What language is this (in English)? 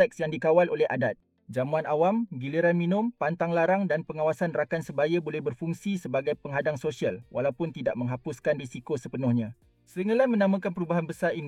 Malay